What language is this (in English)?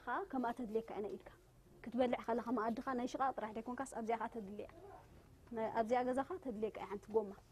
Tigrinya